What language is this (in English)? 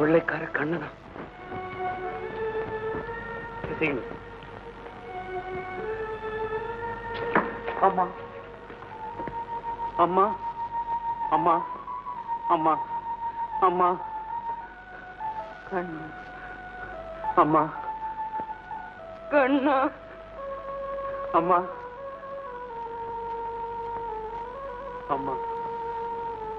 Tamil